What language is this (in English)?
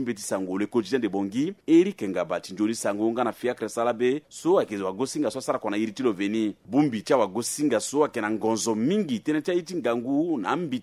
Sango